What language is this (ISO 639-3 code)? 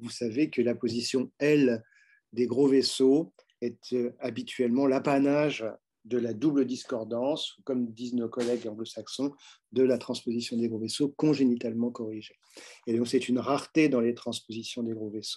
fra